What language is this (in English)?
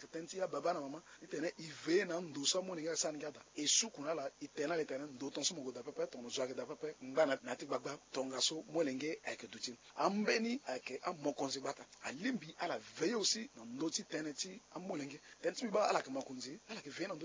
Sango